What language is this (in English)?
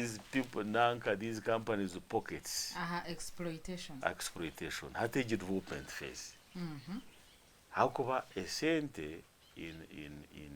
Nyankole